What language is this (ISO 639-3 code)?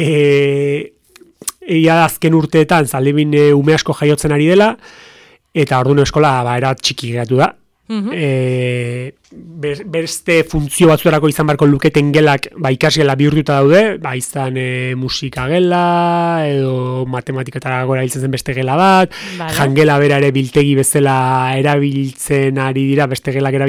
eus